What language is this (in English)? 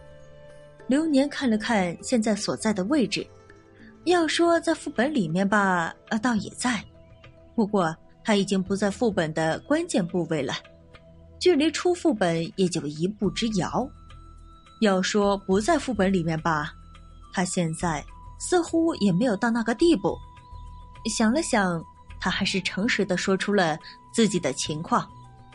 Chinese